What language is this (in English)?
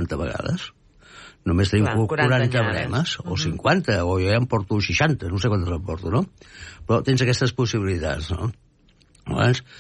Catalan